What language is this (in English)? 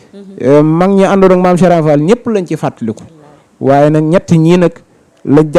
Wolof